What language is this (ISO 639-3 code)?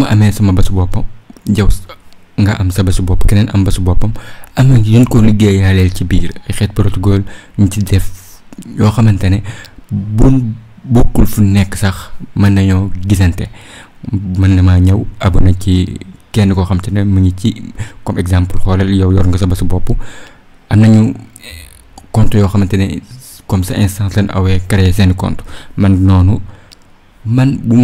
wol